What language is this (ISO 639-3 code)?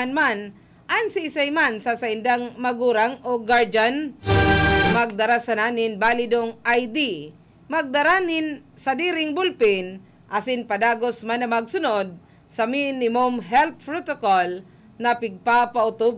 bik